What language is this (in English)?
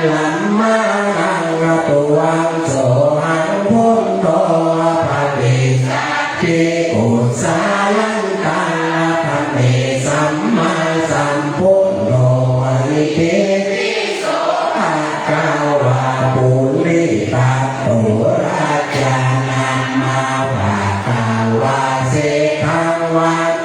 Pali